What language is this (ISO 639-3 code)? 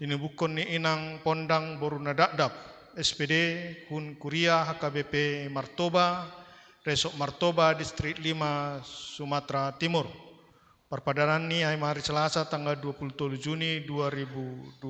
bts